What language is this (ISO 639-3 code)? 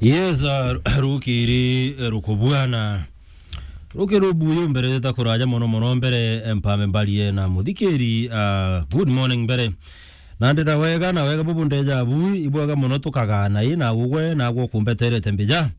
mer